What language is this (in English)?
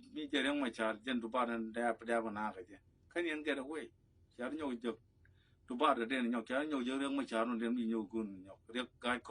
Nuer